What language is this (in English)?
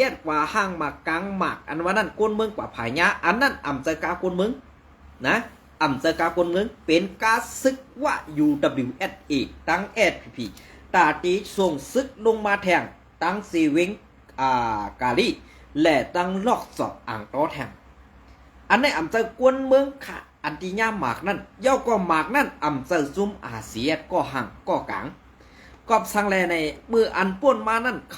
Shan